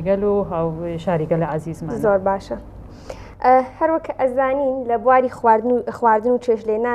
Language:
Central Kurdish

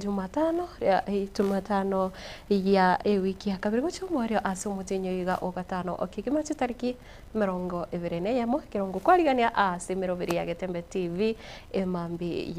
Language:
Gusii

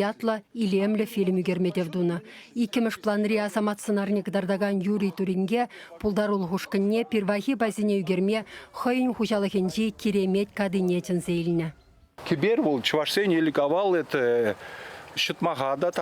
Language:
Chuvash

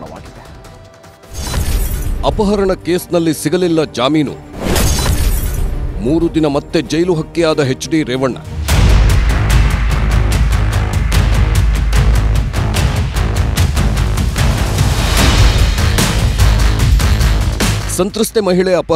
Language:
Kannada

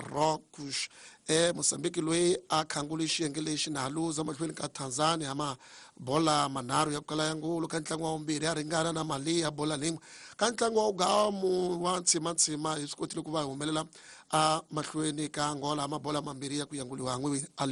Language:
Tsonga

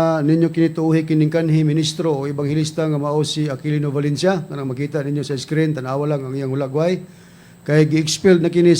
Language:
Cebuano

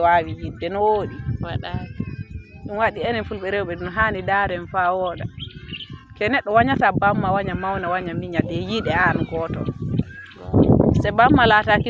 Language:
Fula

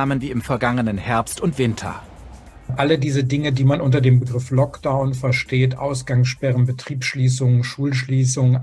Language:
German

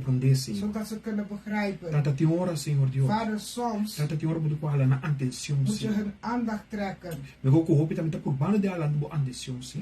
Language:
Papiamento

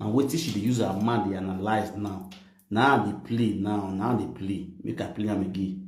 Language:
Nigerian Pidgin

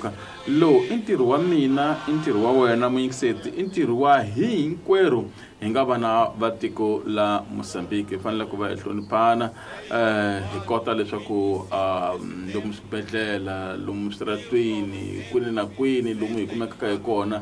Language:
Tsonga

